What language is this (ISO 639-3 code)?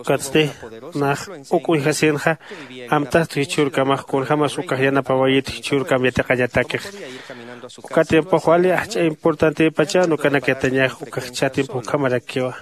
aym